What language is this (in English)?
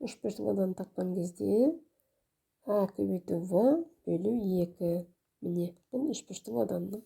Kazakh